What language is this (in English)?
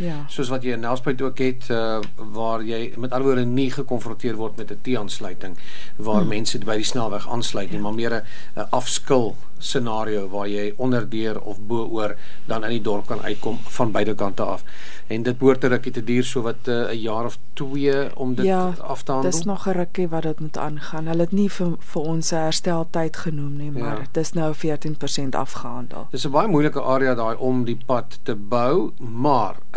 Afrikaans